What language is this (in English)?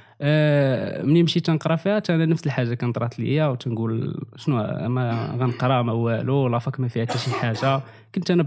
Moroccan Arabic